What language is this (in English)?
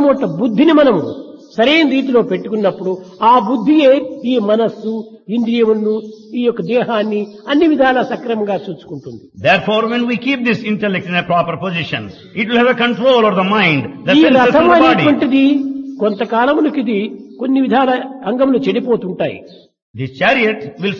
Telugu